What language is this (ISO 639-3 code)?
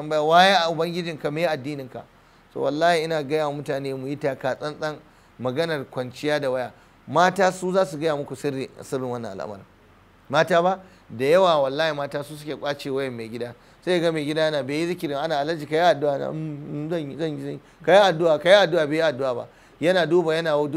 hau